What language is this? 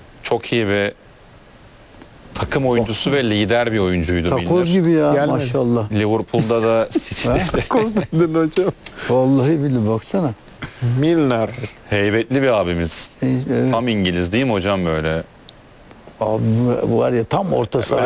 Turkish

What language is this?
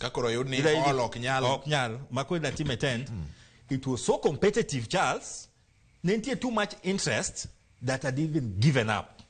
Luo (Kenya and Tanzania)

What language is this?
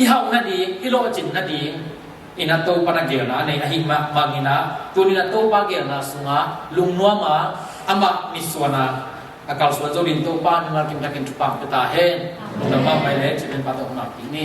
Tedim Chin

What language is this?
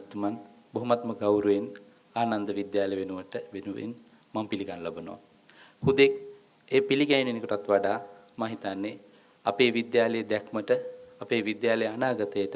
Sinhala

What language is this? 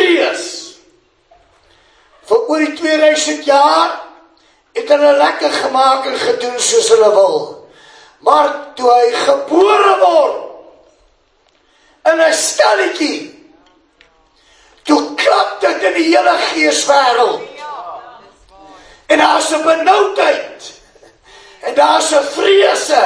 Afrikaans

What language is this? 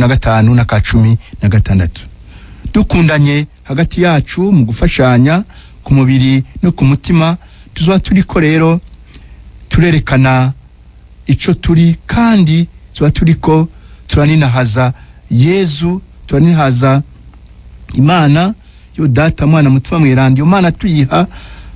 Rundi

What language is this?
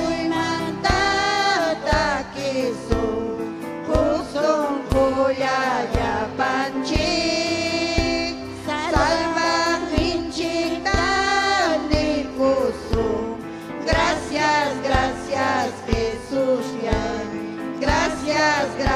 Ayacucho Quechua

